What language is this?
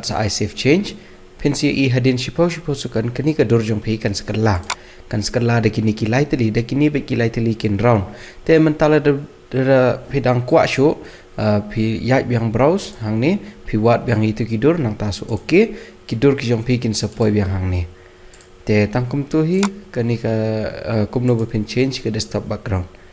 Khasi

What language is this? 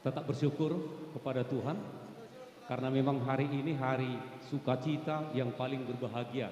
Batak Karo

